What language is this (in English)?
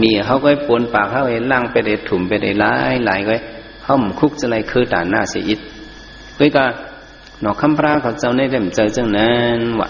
Shan